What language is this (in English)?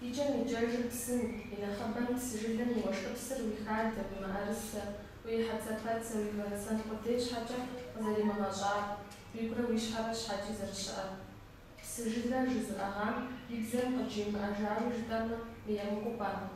Kabardian